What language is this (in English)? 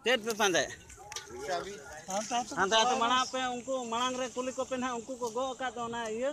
Santali